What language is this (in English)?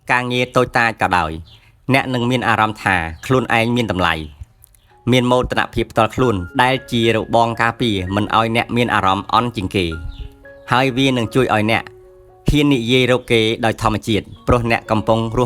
Khmer